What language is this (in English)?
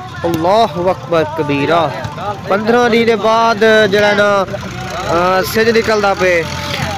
Saraiki